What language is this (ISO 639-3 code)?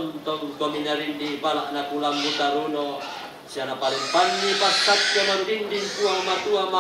sda